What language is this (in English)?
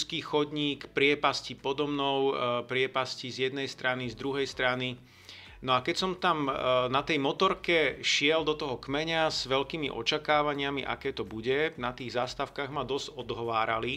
Slovak